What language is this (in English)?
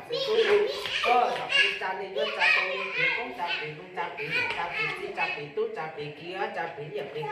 Hmong